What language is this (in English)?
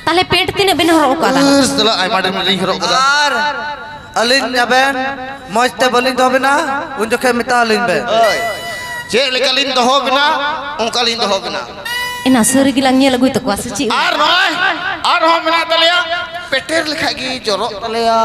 Santali